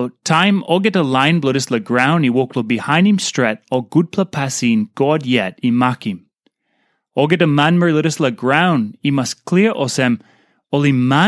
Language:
Tok Pisin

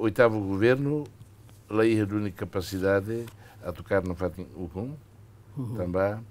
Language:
Tetum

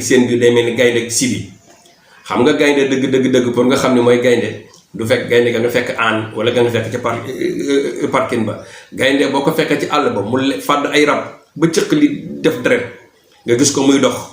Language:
Wolof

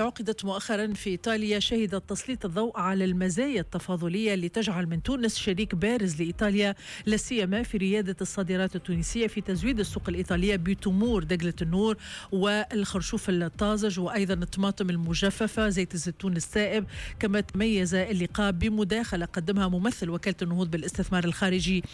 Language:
Tunisian Arabic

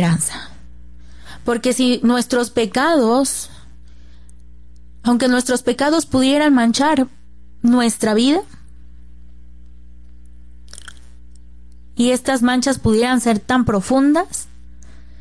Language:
Spanish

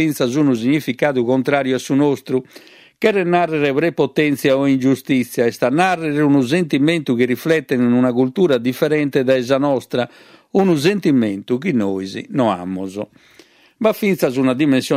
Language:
Sardinian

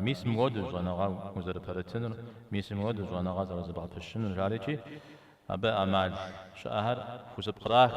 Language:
Kabardian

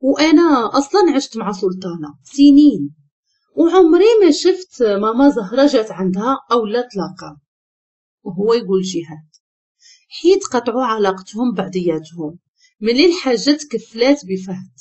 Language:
Moroccan Arabic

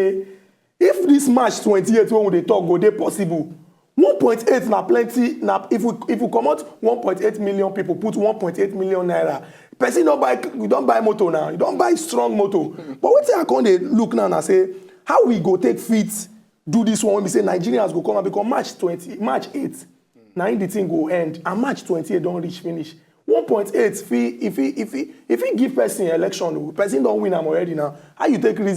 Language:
Nigerian Pidgin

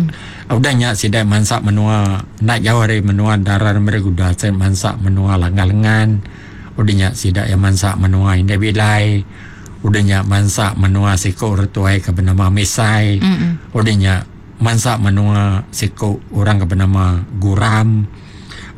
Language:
Iban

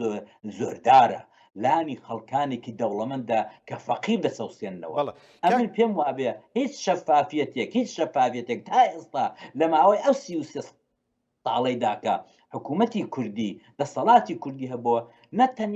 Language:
Central Kurdish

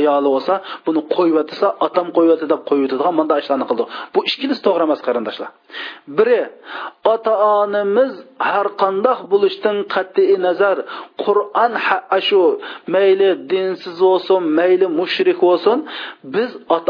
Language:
Uyghur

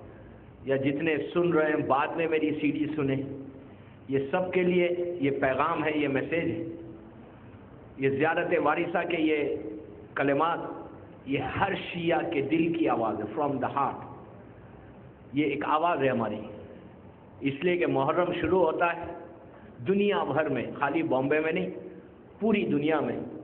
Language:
Urdu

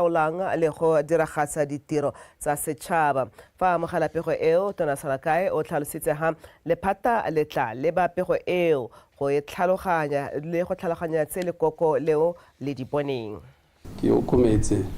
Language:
Tswana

